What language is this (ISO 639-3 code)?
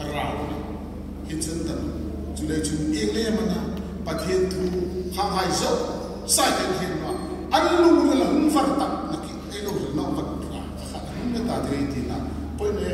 hmr